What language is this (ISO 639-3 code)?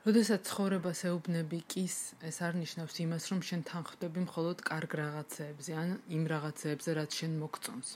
kat